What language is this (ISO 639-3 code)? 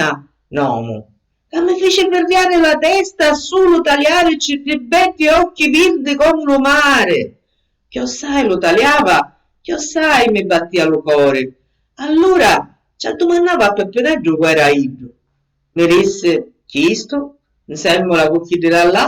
scn